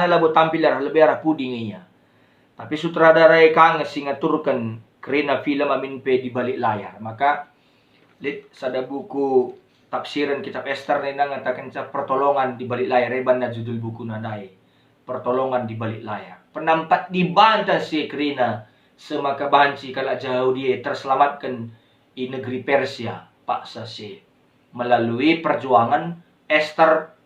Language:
Batak Karo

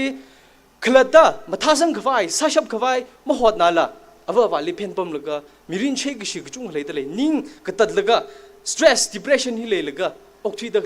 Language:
Tangkhul Naga (India)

